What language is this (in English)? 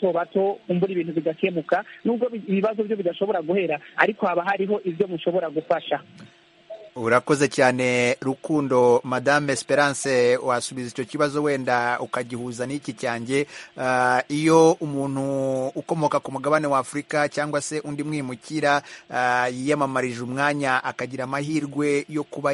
Kinyarwanda